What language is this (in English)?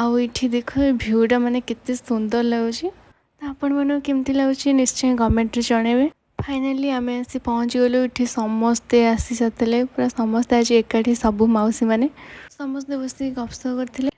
Odia